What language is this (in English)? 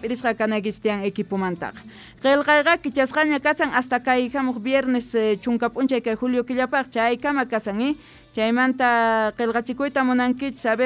Quechua